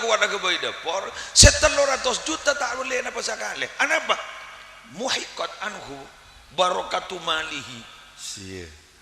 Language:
Madurese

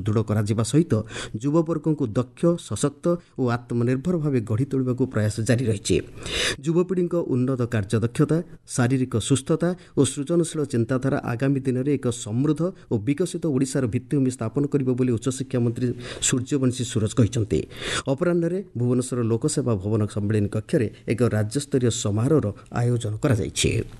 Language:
Odia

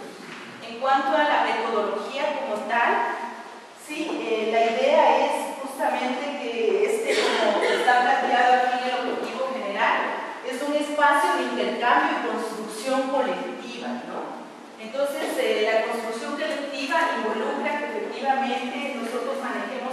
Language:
Spanish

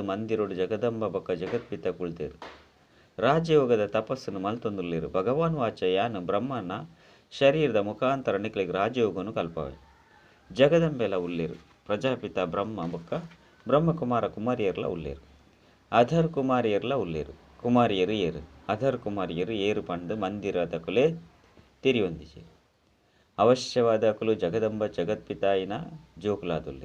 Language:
Tulu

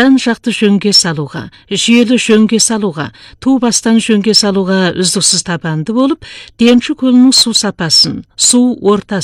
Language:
Kazakh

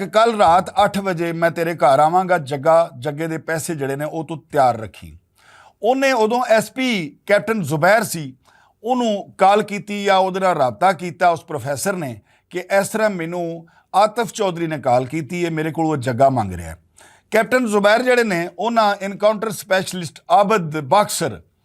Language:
Western Panjabi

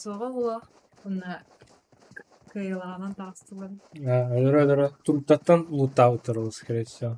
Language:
Yakut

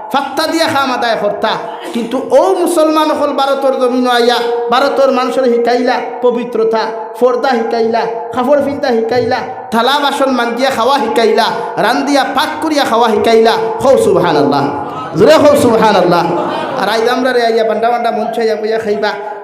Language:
Sylheti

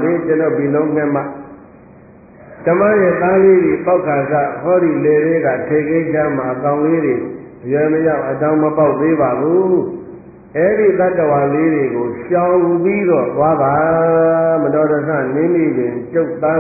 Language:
Burmese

